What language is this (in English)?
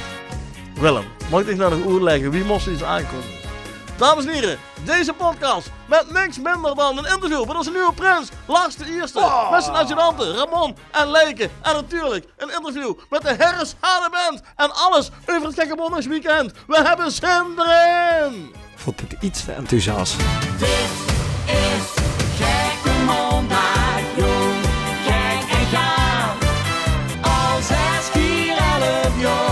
Limburgish